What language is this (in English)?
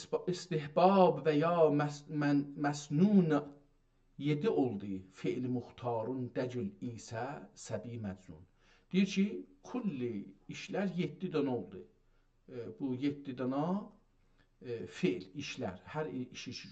South Azerbaijani